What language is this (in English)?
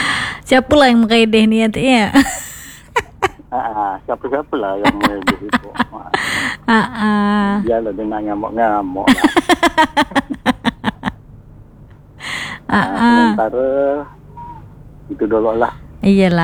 Malay